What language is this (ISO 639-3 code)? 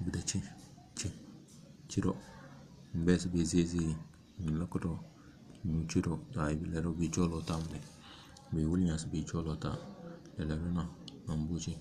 kdh